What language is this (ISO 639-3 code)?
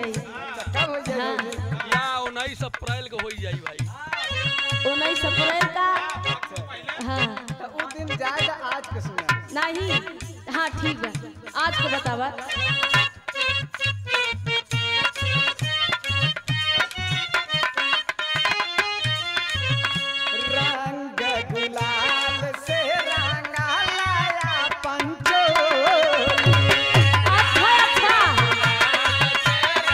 bho